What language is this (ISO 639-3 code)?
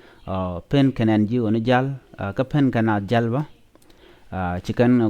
nus